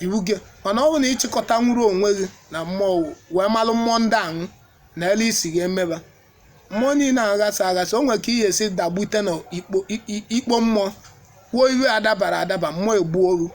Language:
Igbo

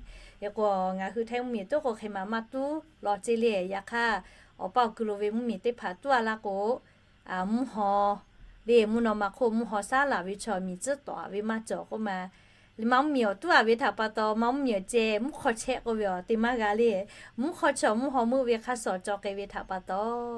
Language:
Lahu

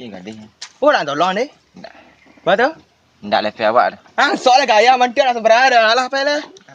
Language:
Minangkabau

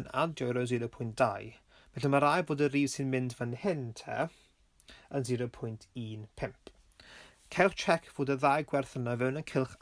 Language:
Welsh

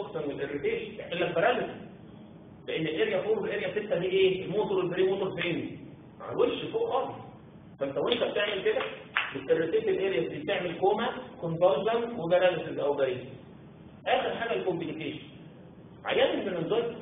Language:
Egyptian Arabic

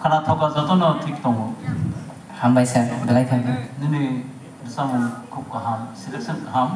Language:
Kok Borok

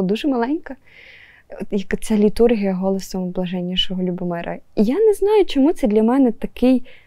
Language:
Ukrainian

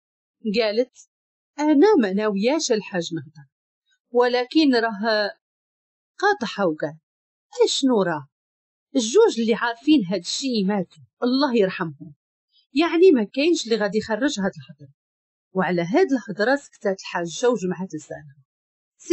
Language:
Moroccan Arabic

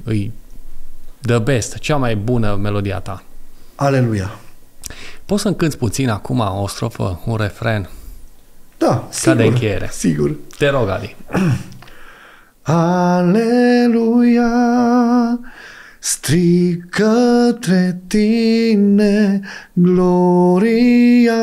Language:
Romanian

